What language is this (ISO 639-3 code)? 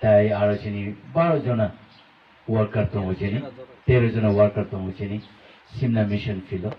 trp